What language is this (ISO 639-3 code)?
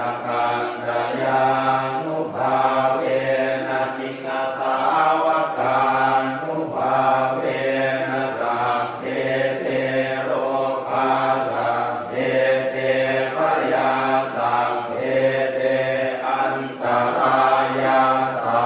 pli